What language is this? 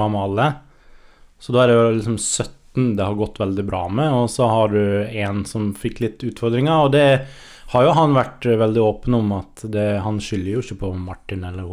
Norwegian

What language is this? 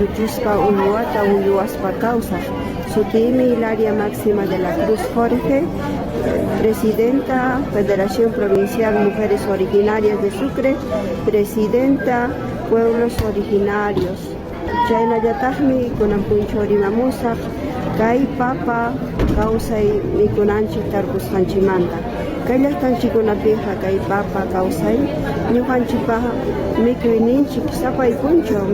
Ayacucho Quechua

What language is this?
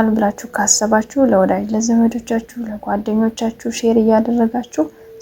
Amharic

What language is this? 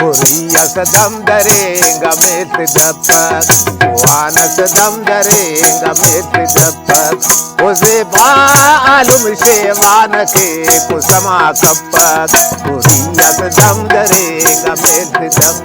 Brahui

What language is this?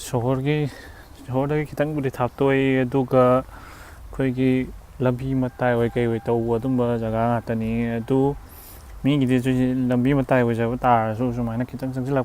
Manipuri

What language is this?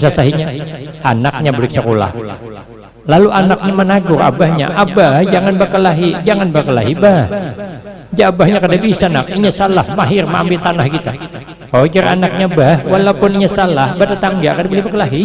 Banjar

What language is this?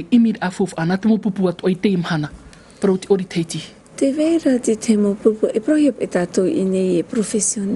Tahitian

